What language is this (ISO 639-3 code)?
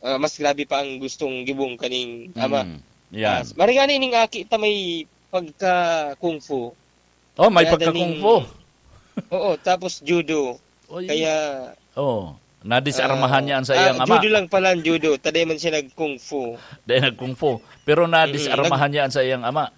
bik